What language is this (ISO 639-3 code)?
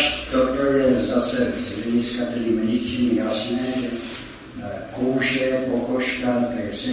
ces